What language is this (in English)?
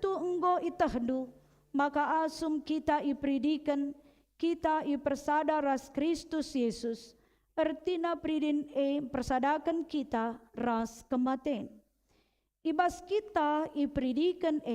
Batak Karo